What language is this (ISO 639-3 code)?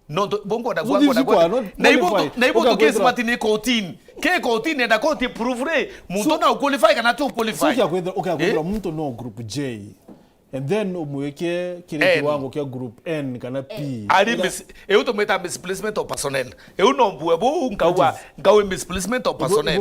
mer